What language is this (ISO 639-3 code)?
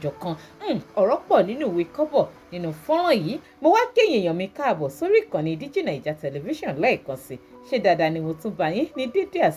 yor